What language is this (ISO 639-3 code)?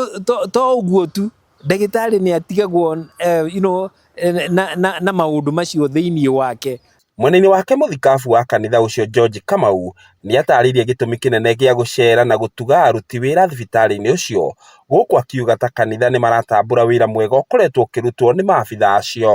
kik